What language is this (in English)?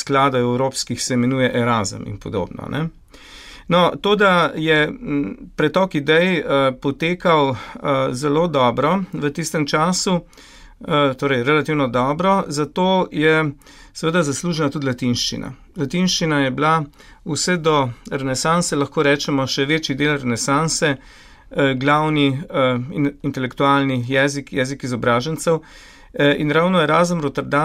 Slovenian